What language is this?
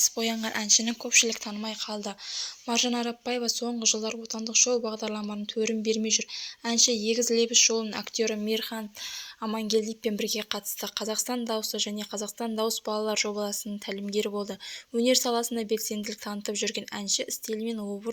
Kazakh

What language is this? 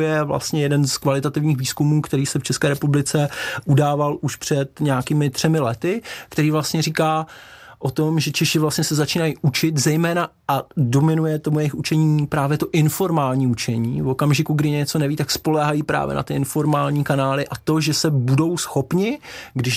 Czech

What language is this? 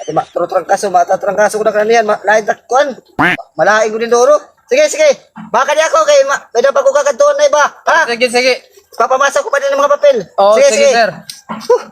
Waray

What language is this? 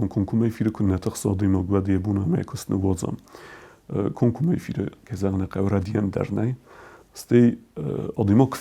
Ossetic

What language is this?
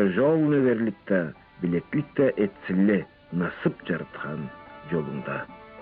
Karachay-Balkar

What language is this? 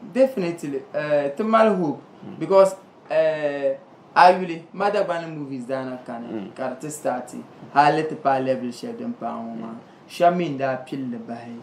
Dagbani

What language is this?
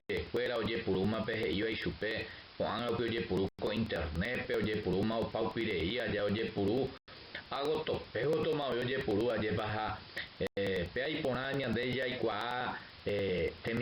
Guarani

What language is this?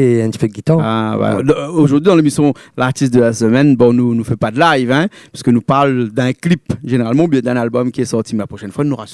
Réunion Creole French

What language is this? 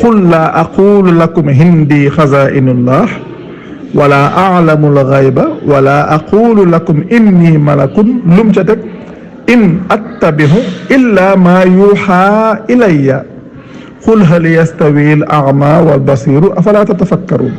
Wolof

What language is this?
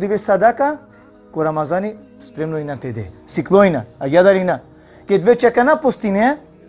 Balkan Romani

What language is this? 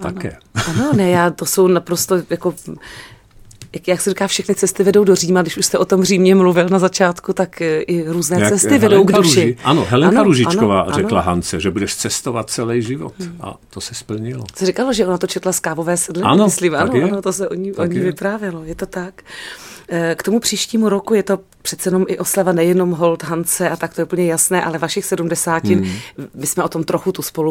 Czech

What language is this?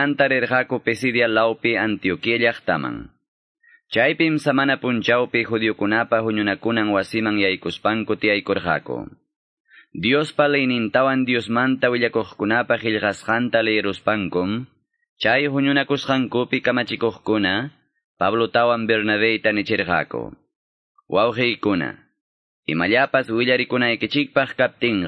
Quechua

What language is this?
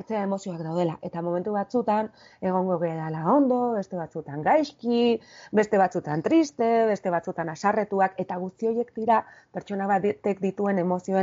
Basque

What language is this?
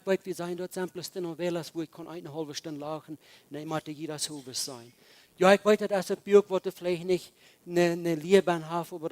Plautdietsch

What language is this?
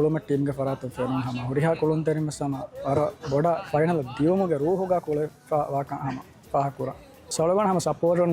Divehi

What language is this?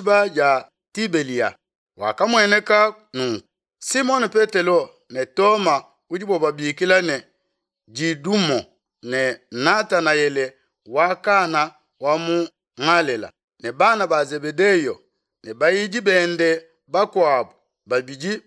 Luba-Lulua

